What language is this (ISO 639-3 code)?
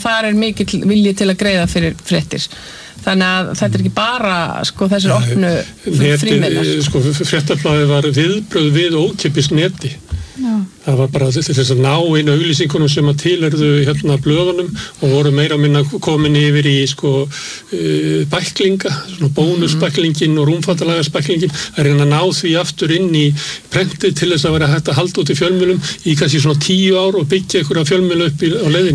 isl